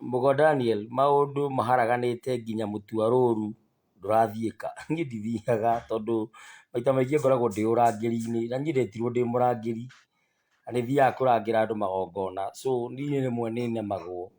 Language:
Kikuyu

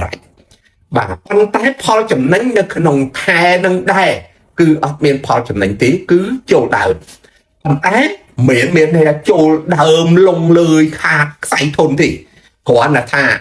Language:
Khmer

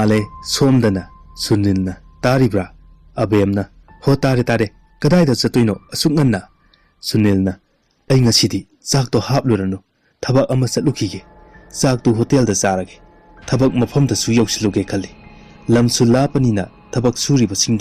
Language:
Manipuri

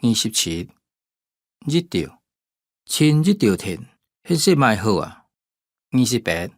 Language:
Hakka Chinese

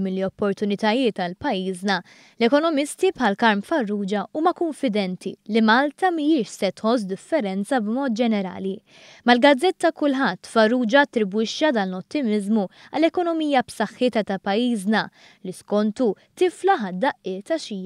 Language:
Maltese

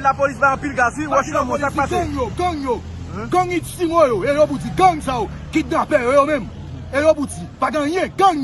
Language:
Haitian Creole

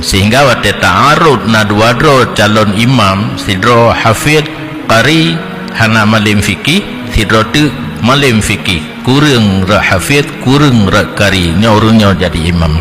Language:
Achinese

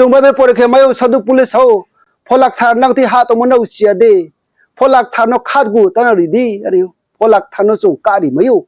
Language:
Riang (India)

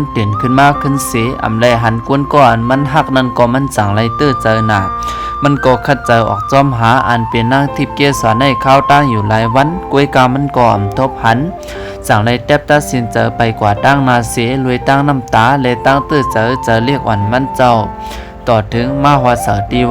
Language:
Shan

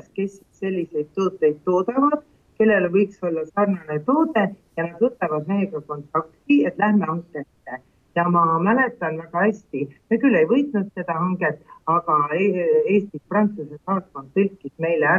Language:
Estonian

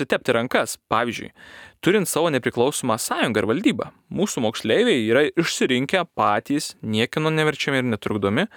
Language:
Lithuanian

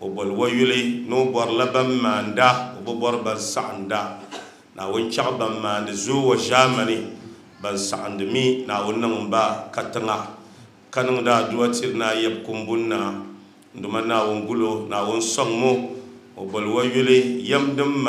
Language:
Dagbani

